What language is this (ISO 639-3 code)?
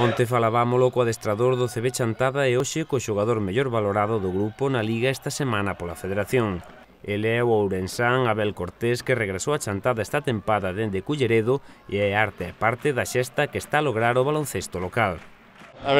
glg